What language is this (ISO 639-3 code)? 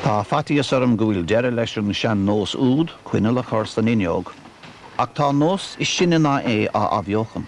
gle